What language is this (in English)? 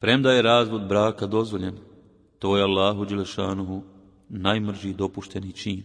Bosnian